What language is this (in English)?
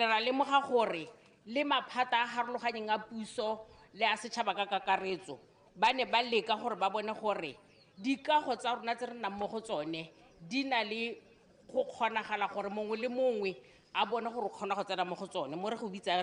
Tswana